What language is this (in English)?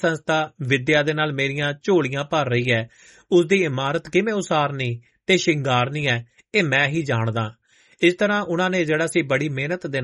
Punjabi